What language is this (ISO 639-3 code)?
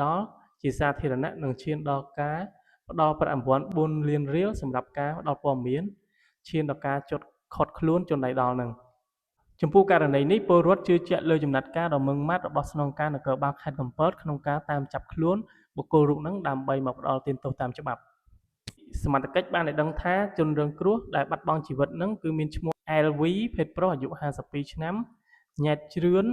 khm